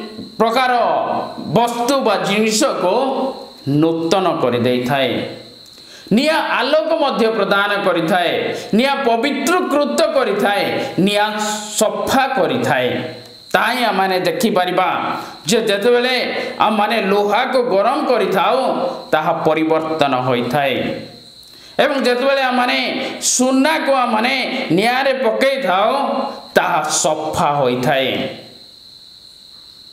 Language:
Odia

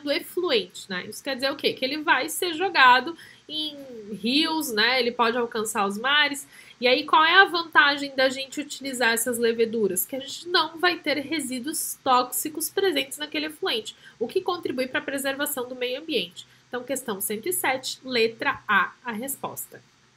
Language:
Portuguese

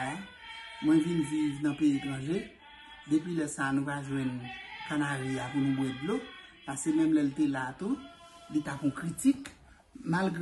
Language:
Haitian Creole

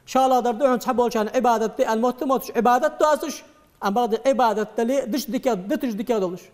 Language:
Ingush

